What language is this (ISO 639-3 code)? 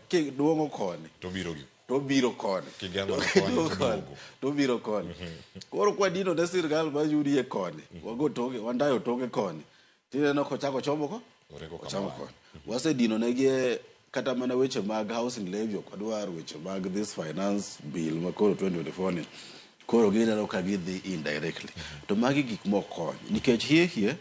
luo